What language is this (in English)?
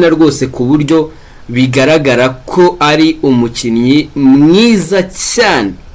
Kinyarwanda